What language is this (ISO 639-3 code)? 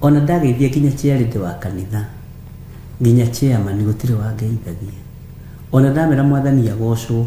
kik